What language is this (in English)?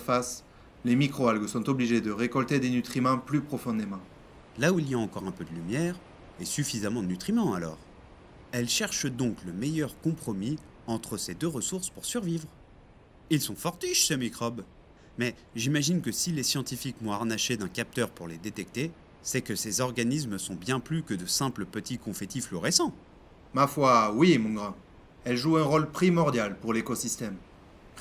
French